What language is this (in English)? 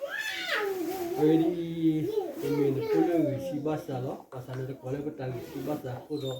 S'gaw Karen